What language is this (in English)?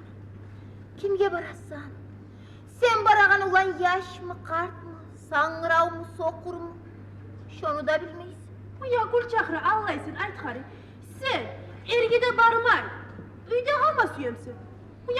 Kumyk